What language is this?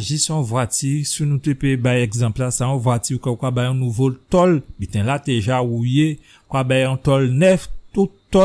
Guadeloupean Creole French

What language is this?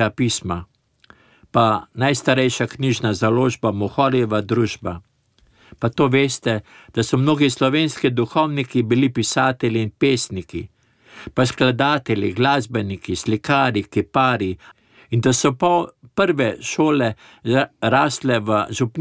Slovenian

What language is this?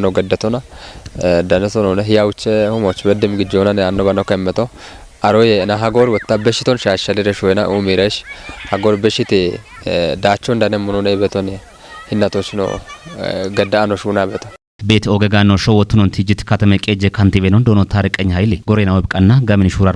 Kafa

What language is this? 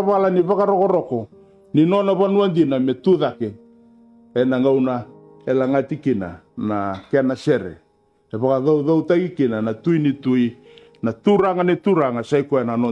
Fijian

